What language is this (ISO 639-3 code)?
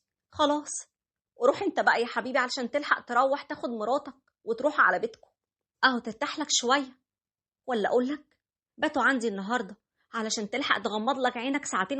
arz